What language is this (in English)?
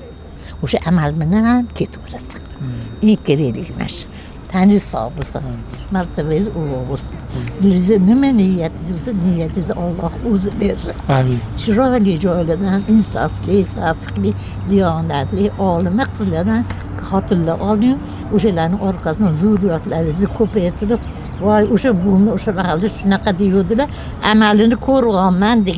Uzbek